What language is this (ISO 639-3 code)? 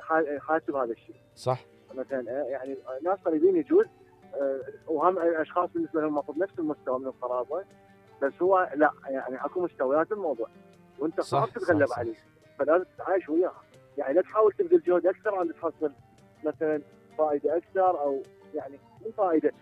acm